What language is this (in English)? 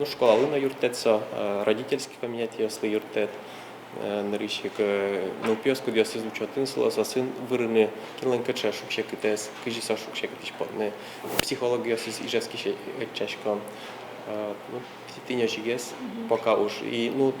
Udmurt